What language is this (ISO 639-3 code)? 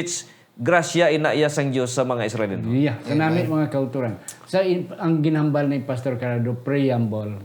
hil